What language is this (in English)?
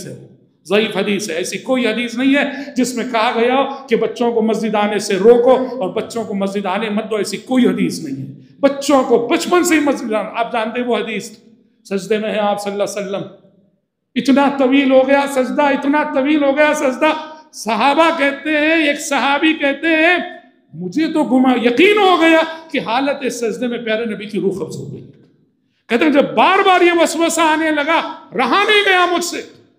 Urdu